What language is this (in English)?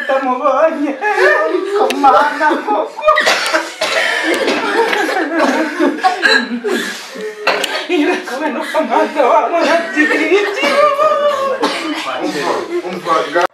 Kinyarwanda